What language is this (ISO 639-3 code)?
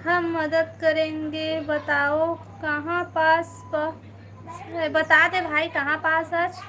hne